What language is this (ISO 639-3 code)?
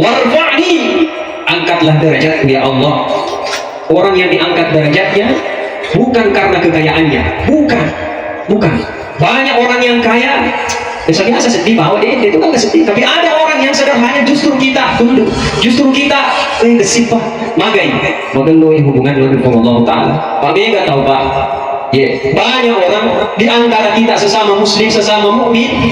bug